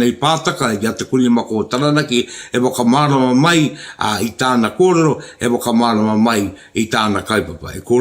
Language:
Māori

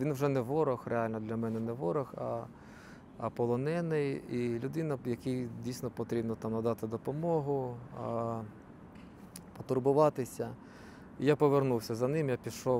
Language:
Ukrainian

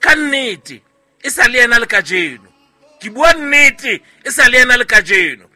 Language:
Southern Sotho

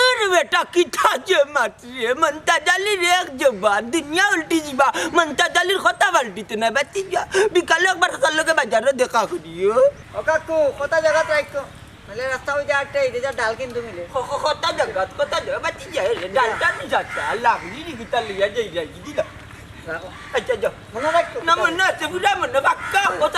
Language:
Sylheti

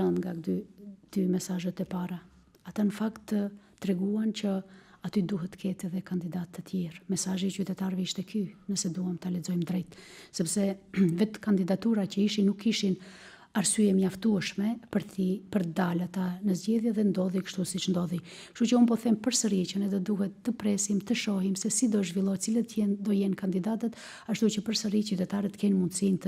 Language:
Albanian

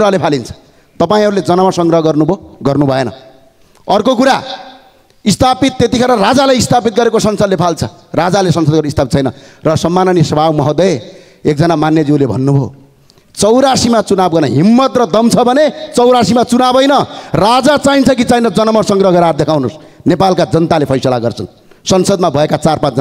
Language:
Nepali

